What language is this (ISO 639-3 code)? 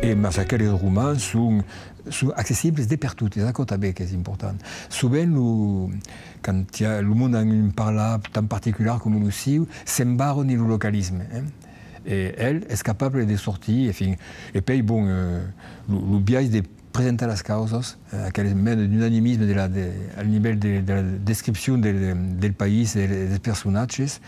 oci